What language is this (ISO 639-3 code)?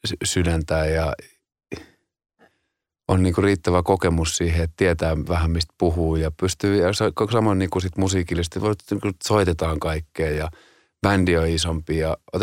fin